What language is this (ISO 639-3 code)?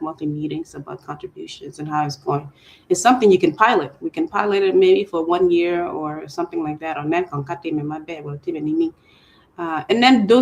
ach